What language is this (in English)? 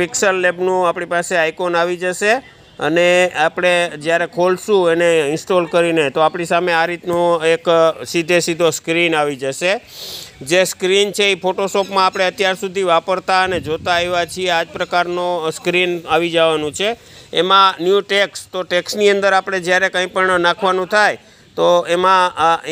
Gujarati